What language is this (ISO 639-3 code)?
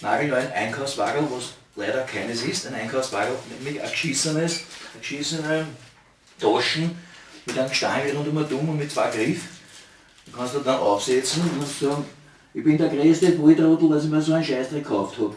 bar